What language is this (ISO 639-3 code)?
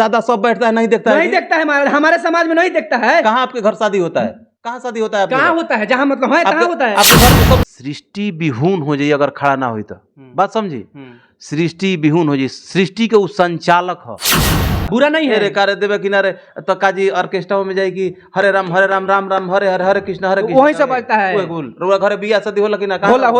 bho